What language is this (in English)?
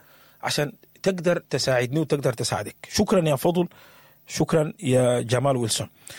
Sudanese Arabic